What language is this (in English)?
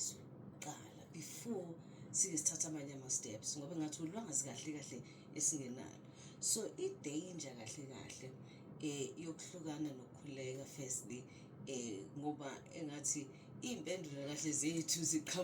Zulu